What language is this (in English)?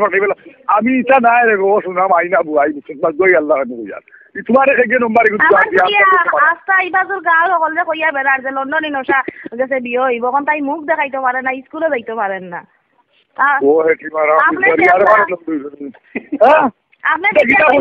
Sylheti